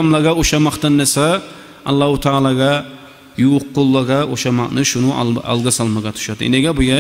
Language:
Kumyk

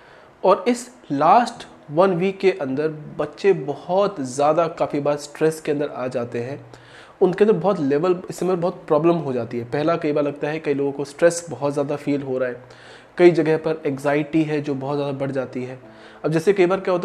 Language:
Hindi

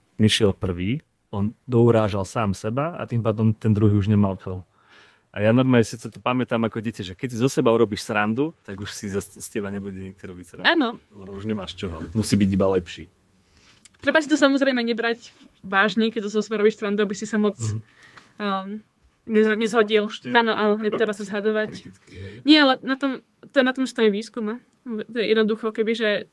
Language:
Slovak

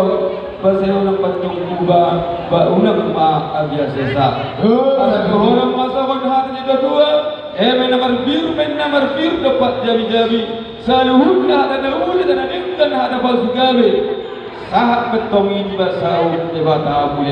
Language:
Batak Toba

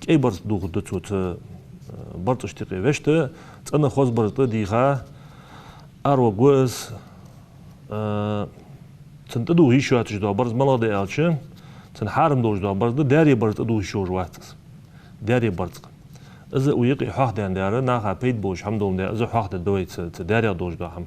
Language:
Ingush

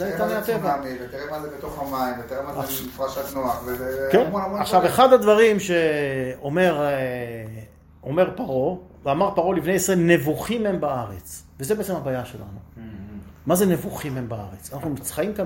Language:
Hebrew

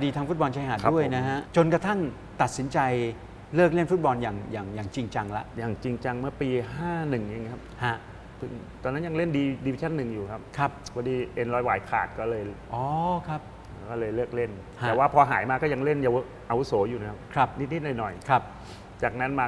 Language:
Thai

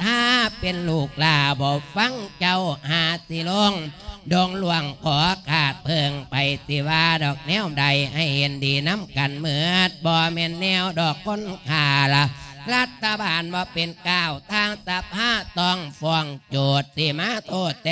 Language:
Lao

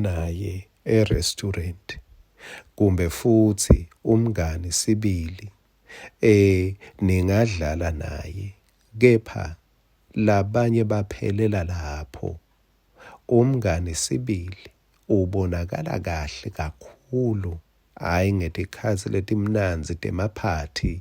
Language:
Swati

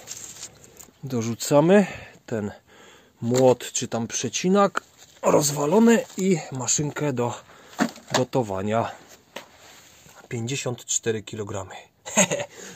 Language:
Polish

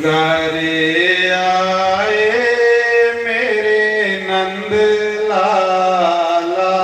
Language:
Dogri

